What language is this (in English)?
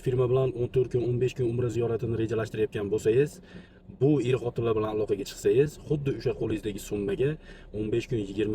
Uzbek